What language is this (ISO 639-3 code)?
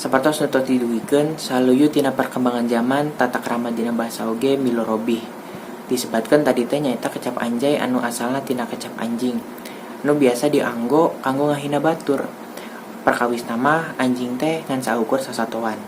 sun